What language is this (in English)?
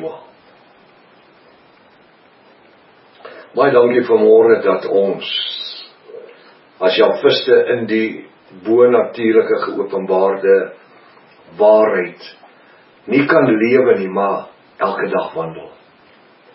Afrikaans